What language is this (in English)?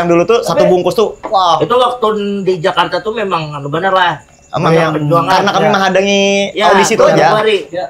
Banjar